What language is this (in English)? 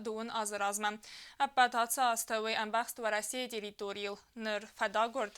Ossetic